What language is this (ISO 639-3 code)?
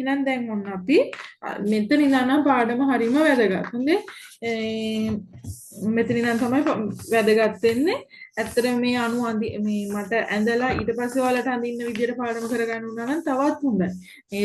sin